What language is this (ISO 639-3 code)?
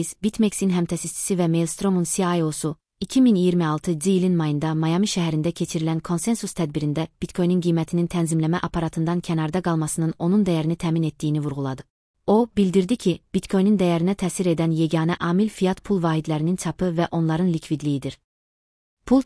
aze